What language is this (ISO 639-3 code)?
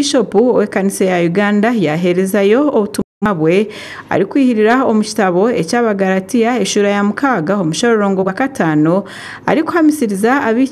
nyn